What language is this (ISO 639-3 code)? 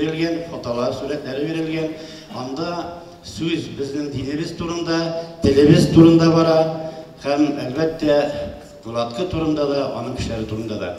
tat